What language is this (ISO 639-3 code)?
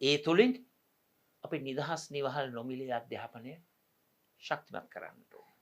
sin